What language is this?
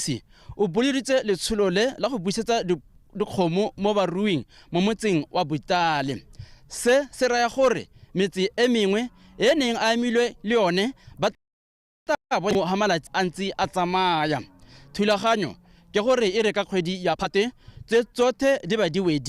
Tswana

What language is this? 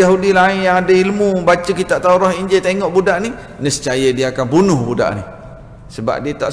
Malay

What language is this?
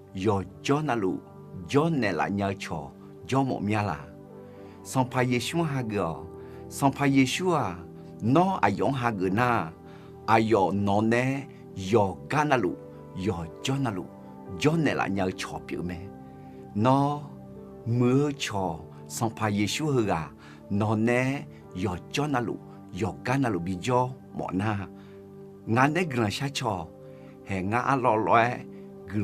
Akha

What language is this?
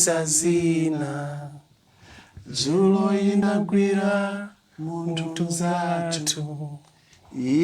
Nyanja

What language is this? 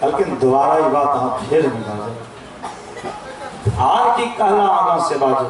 Maithili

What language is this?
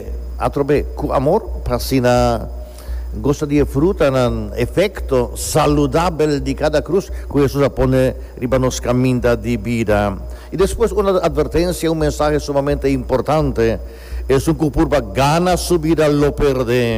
Papiamento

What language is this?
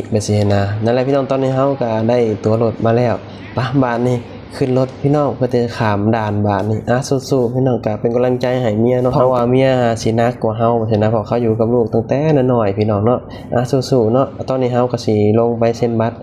Lao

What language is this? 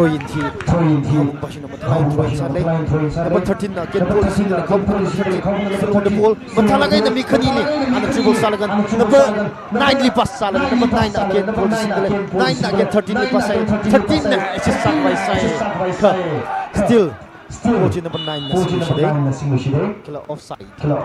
Tangkhul Naga (India)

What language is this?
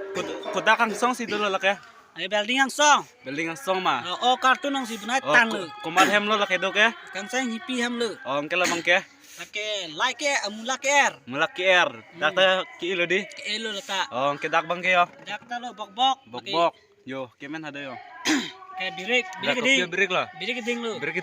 Karbi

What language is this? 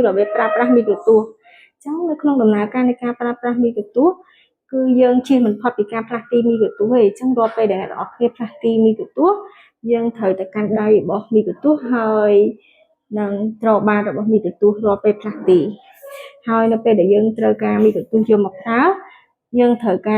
Khmer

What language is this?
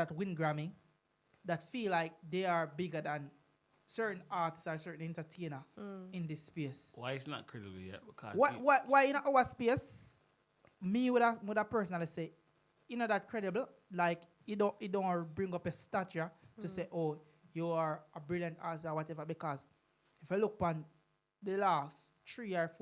Jamaican Creole English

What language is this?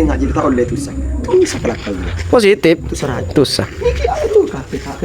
Madurese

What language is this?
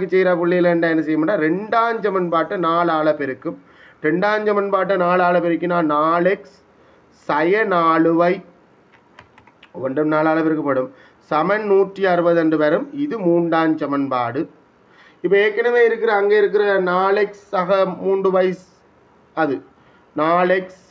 Tamil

